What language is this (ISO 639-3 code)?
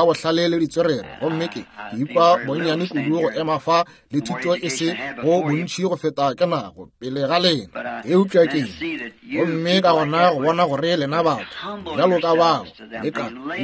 nso